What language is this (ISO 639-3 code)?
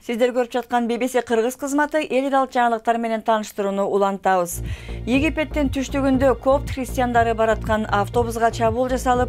kir